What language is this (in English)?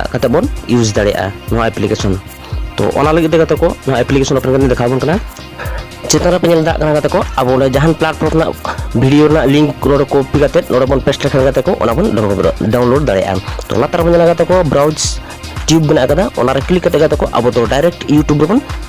Santali